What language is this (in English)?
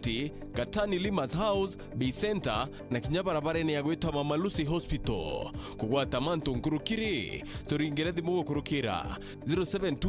Meru